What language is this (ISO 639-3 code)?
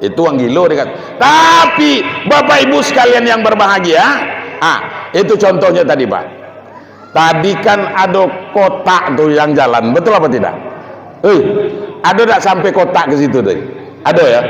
min